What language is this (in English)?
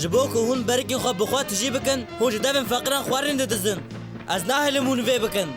Kurdish